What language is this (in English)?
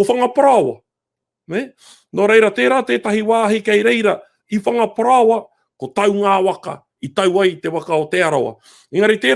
Māori